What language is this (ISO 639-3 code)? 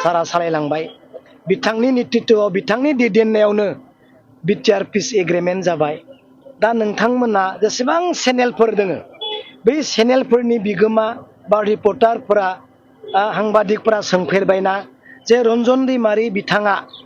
brx